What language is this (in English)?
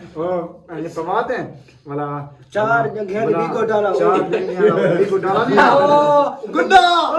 Saraiki